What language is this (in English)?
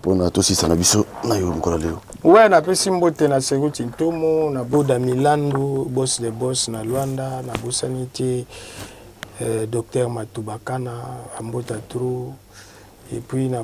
Lingala